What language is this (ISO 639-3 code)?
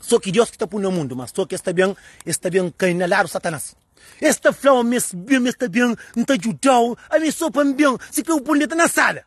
kea